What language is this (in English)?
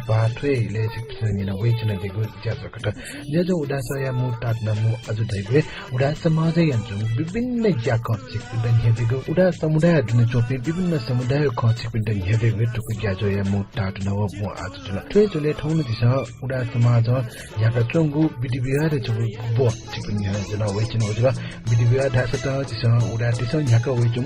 Newari